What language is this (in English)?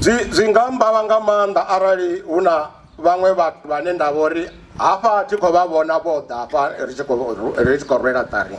Venda